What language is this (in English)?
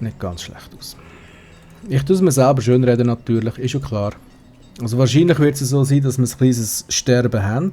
Swiss German